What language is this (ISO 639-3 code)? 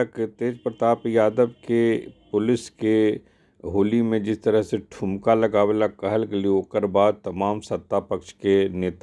mag